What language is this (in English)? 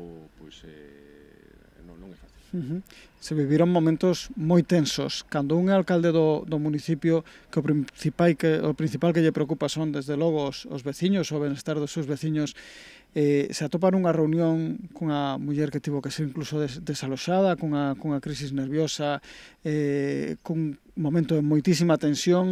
Galician